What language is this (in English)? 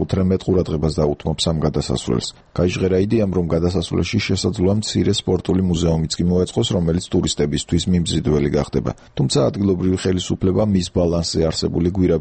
Georgian